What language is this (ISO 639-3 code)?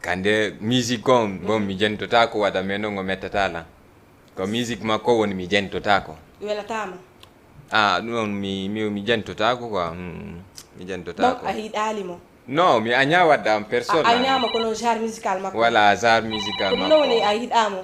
ful